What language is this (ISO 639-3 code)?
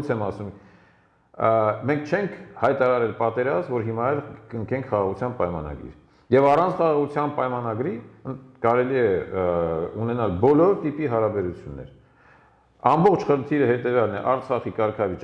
hye